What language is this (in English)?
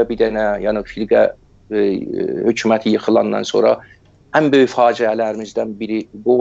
South Azerbaijani